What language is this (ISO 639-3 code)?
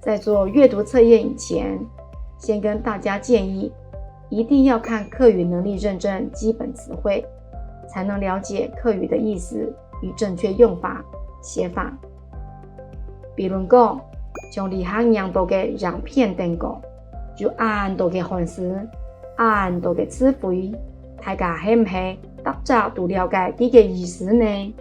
hak